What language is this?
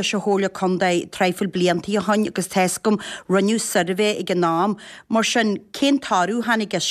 Irish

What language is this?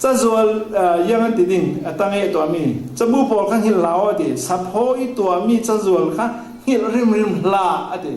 Falam Chin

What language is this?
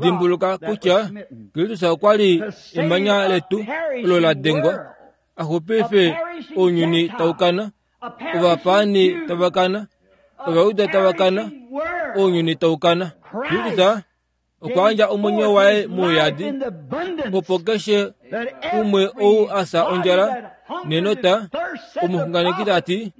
Kuanyama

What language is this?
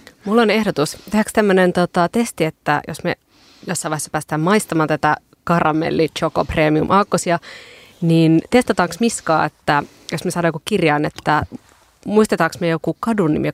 Finnish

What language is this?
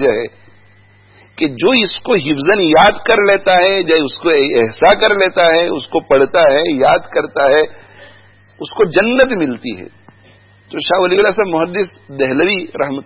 Urdu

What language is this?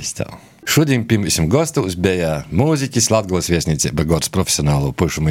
Latvian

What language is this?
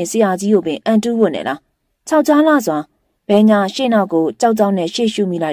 Burmese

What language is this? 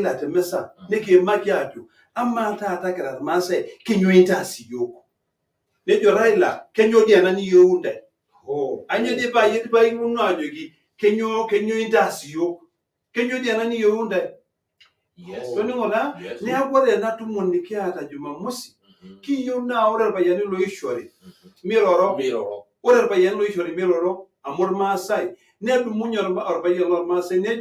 Masai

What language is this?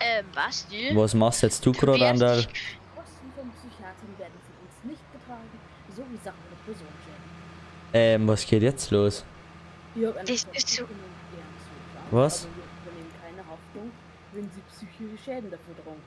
Bavarian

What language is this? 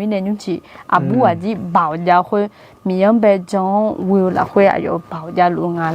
Akha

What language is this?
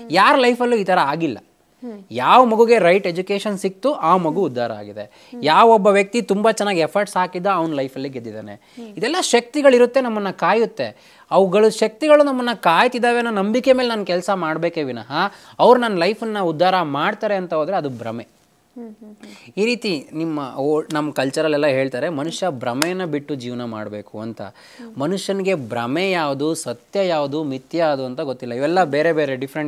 Kannada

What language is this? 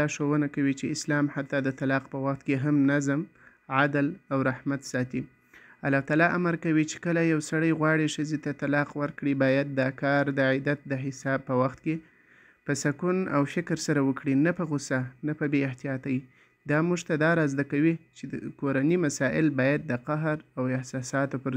Pashto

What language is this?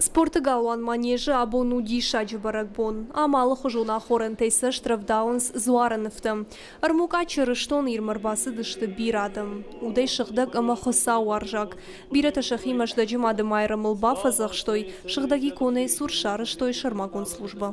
Ossetic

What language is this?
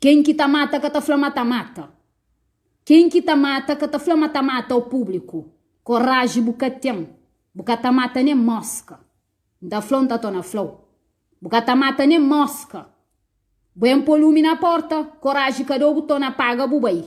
Kabuverdianu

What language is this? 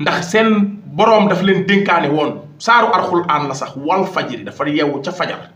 Wolof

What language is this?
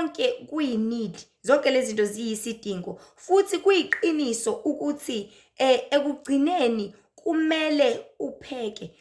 Zulu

